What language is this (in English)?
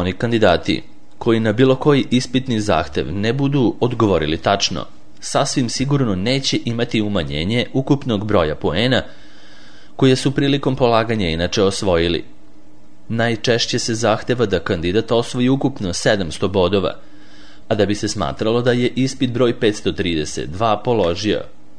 Serbian